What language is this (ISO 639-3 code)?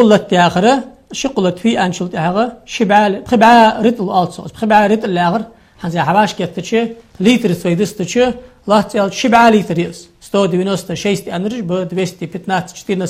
inh